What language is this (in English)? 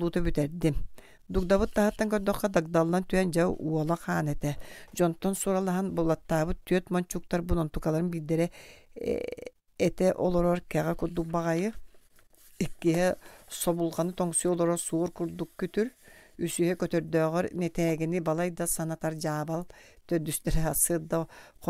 Yakut